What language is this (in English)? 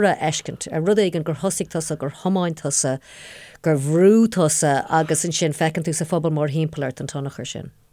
Irish